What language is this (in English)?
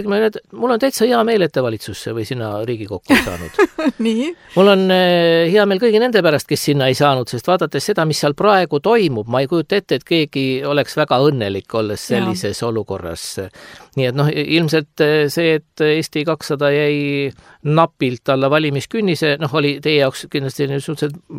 Estonian